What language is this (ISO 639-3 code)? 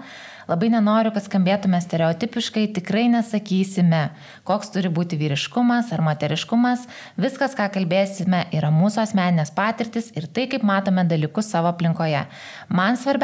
lit